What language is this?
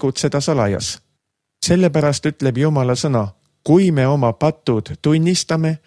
Estonian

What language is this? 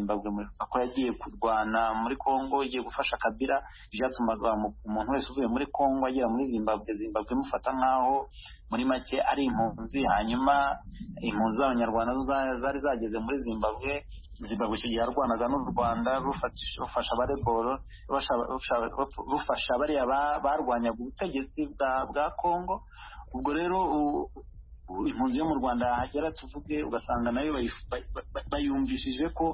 Kinyarwanda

